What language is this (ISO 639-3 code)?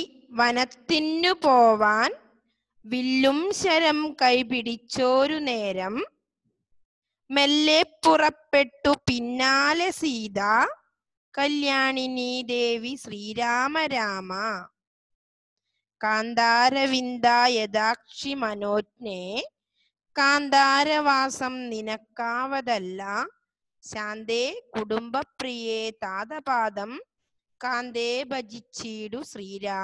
mal